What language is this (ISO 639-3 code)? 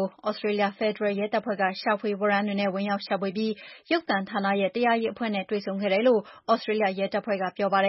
mya